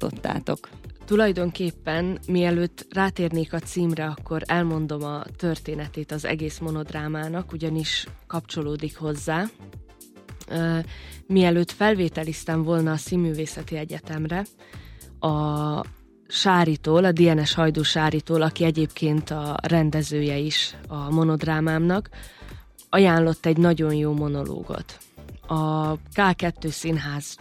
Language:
Hungarian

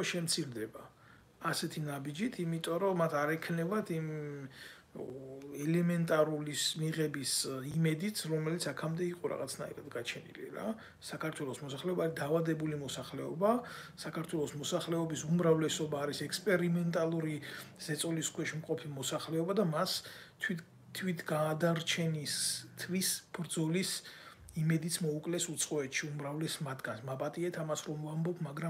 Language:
Georgian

